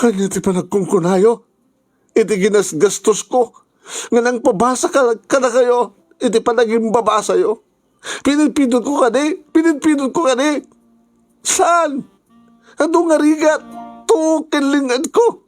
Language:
Iloko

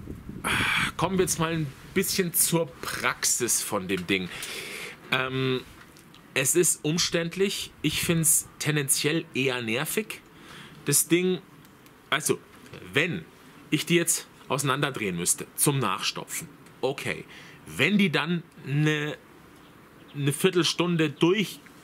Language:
German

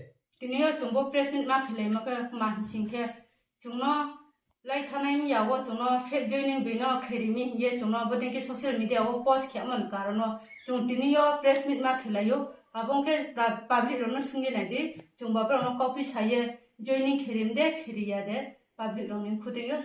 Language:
Riang (India)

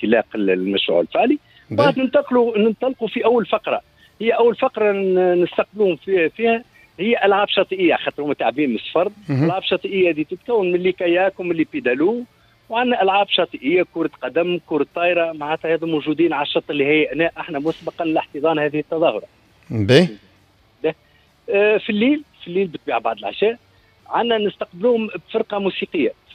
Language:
Tunisian Arabic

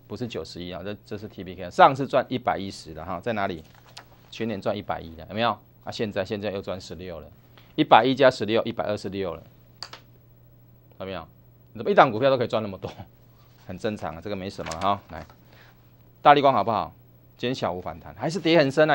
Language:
Chinese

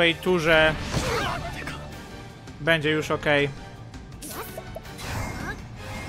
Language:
Polish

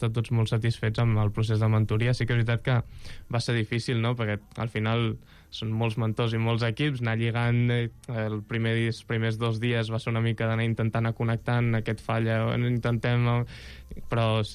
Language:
Catalan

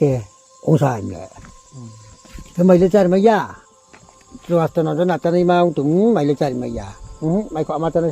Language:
Riang (India)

